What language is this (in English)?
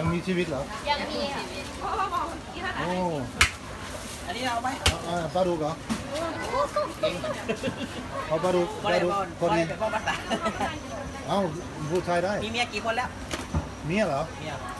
Thai